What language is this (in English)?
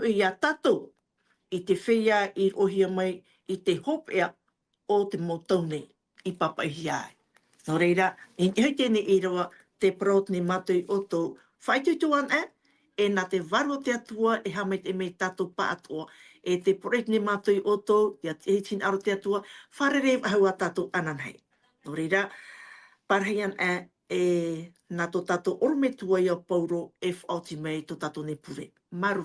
Tahitian